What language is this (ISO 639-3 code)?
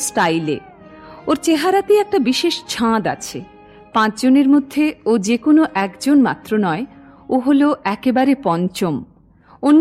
ben